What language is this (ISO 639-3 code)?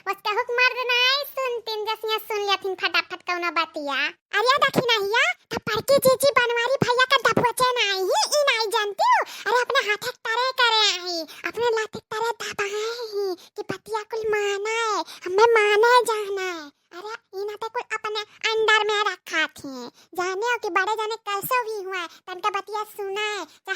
awa